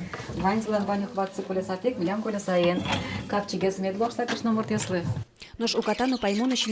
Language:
Udmurt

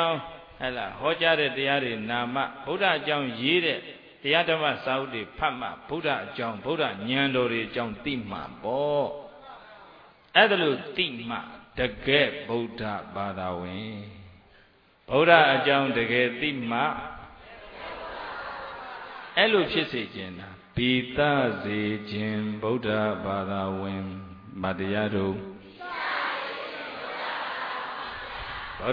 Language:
Burmese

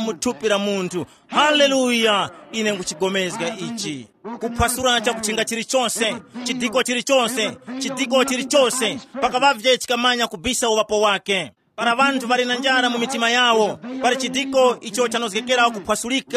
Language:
Tumbuka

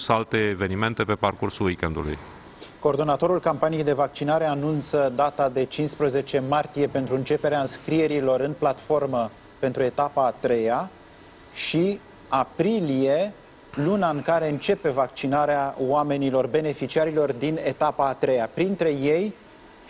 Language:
Romanian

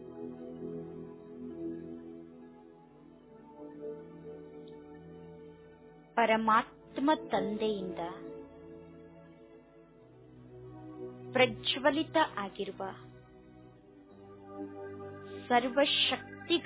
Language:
Kannada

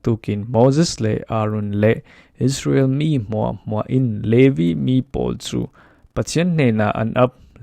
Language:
Falam Chin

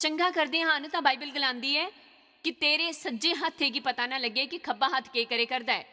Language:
Dogri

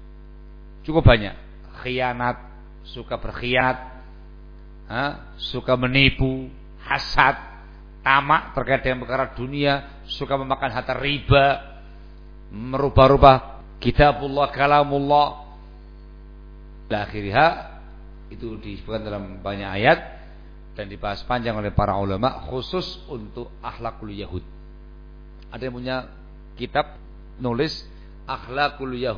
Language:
Indonesian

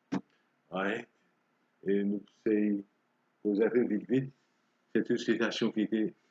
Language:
Morisyen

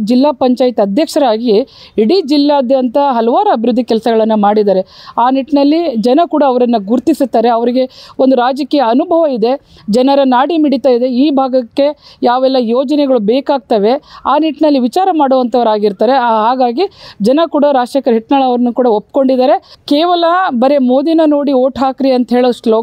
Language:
Kannada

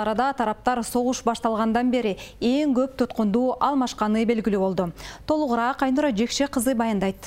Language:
Kyrgyz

